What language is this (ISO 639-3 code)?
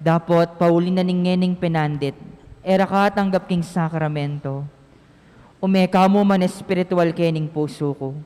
pam